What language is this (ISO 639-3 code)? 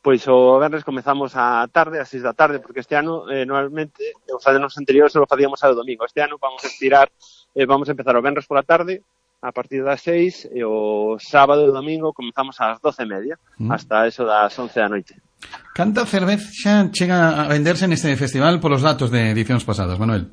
glg